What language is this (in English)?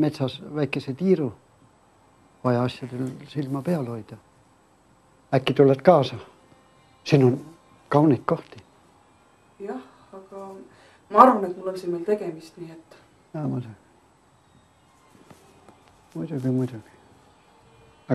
Estonian